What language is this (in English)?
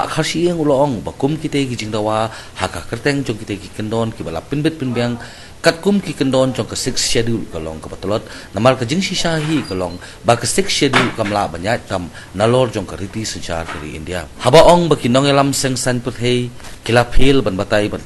Khasi